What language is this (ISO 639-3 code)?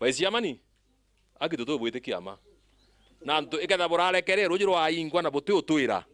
mer